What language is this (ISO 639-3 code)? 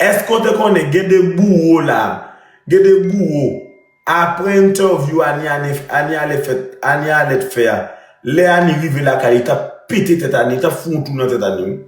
hat